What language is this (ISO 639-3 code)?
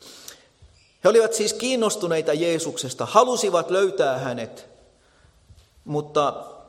fin